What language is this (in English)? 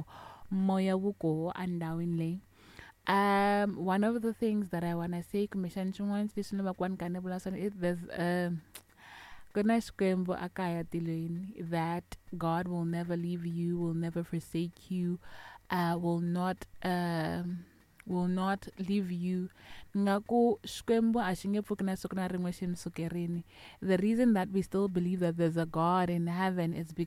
Tsonga